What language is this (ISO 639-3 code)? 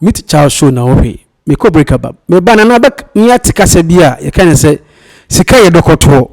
aka